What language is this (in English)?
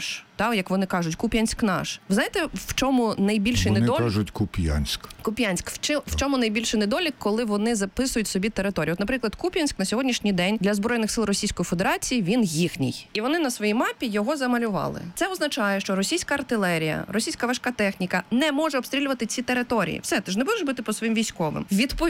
Ukrainian